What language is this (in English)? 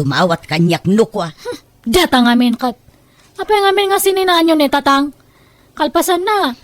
Iloko